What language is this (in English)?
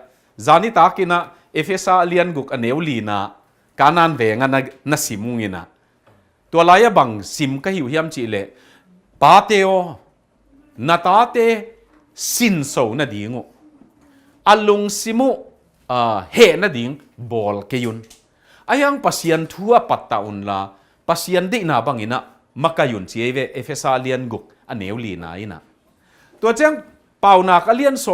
Tedim Chin